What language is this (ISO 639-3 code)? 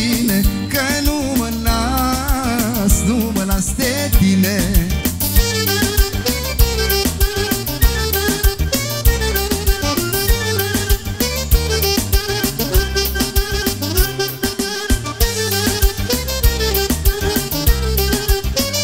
ron